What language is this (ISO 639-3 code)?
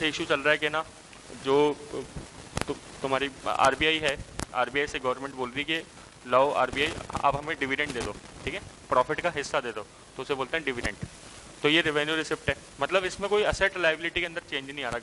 hin